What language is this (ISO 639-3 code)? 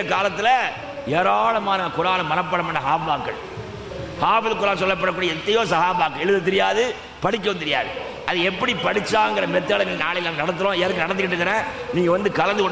tam